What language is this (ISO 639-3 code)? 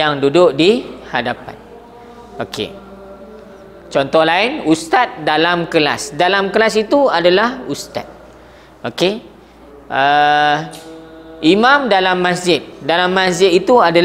msa